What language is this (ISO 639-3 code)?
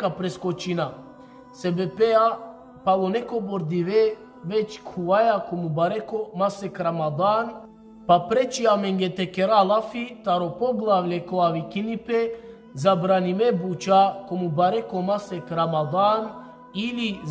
rmn